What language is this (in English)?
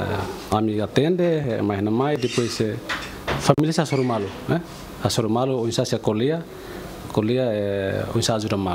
Tetum